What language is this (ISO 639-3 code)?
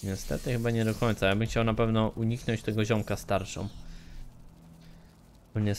pol